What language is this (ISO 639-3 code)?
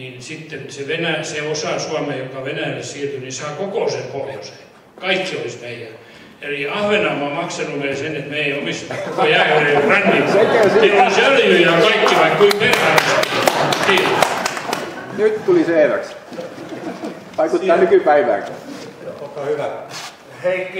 fin